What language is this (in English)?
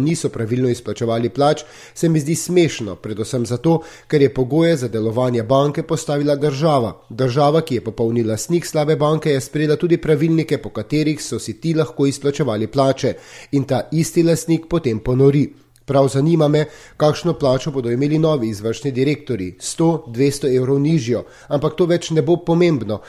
Slovenian